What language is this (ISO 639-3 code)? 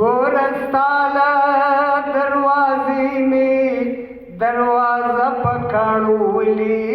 pus